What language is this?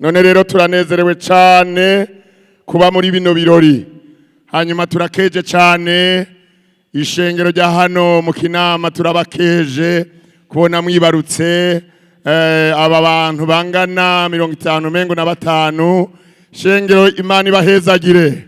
Rundi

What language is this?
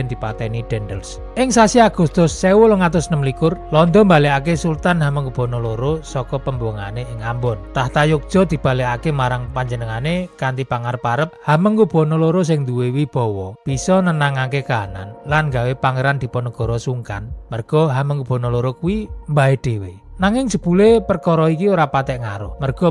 Javanese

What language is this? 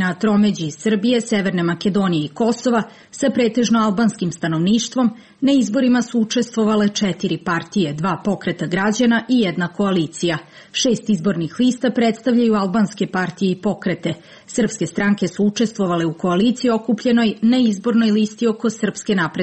Serbian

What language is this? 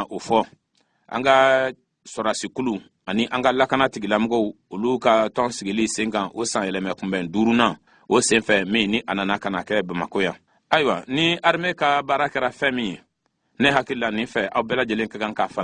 Bambara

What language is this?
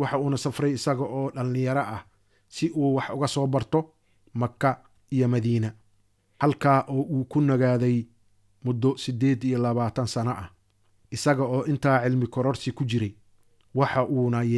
Somali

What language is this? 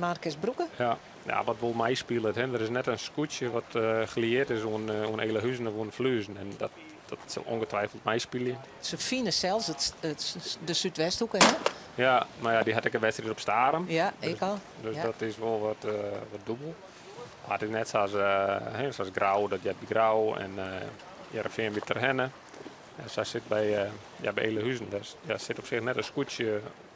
Western Frisian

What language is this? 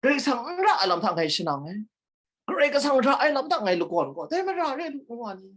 Kachin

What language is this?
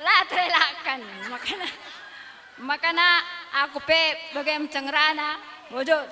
Batak Karo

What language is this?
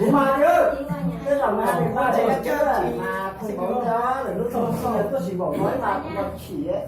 Hmong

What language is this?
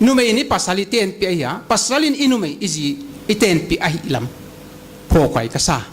Paite Chin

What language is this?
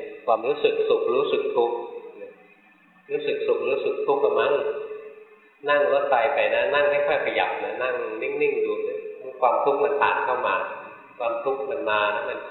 Thai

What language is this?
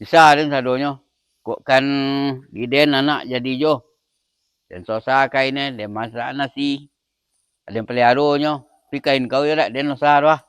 Minangkabau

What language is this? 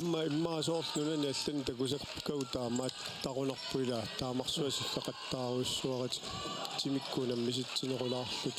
Kalaallisut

